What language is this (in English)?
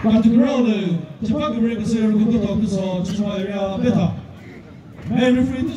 Chokri Naga